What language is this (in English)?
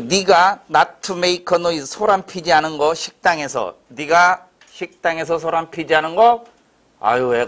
Korean